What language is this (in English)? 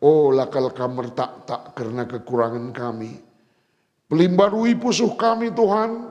Batak Karo